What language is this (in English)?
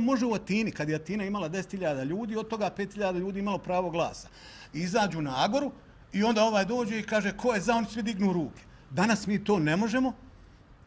Bosnian